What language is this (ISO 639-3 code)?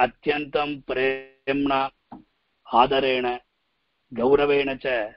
san